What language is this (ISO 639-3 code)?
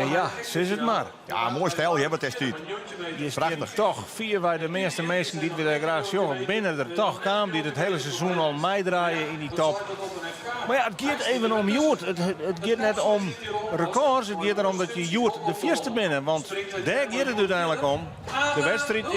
fry